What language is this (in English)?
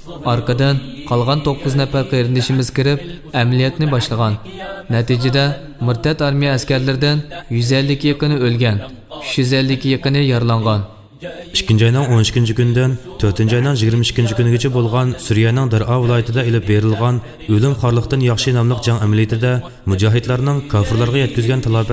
Uyghur